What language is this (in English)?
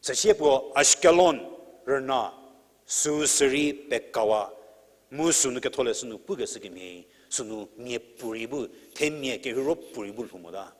Angami Naga